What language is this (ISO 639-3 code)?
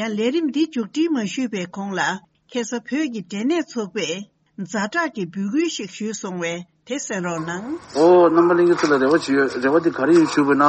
bod